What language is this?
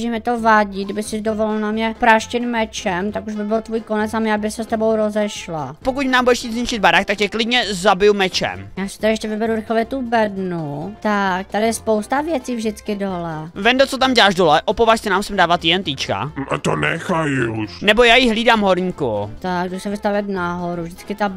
Czech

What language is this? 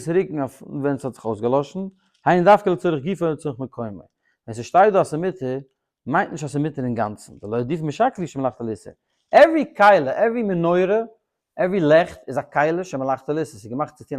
Yiddish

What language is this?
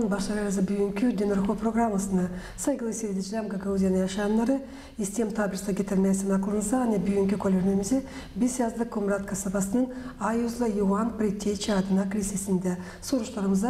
Gagauz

